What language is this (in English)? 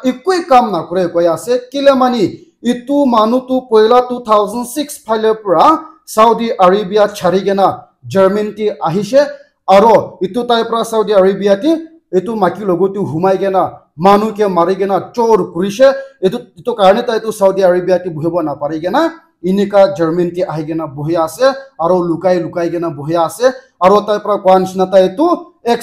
Naga Pidgin